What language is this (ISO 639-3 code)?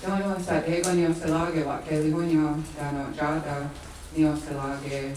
moh